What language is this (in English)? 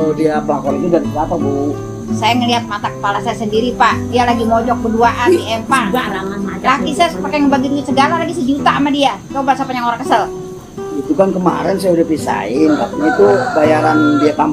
Betawi